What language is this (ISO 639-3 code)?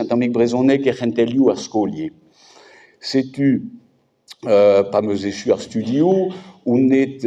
bre